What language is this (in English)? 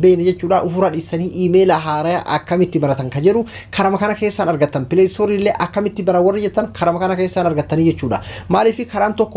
Oromo